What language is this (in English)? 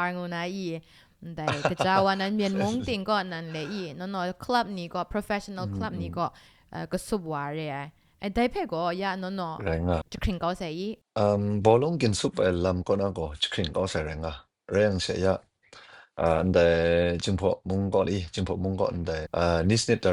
Kachin